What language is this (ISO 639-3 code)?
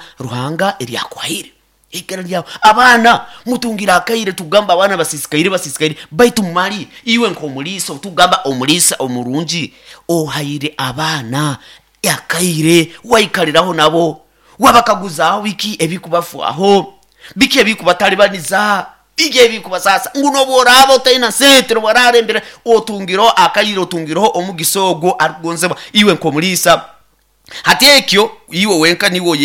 nyo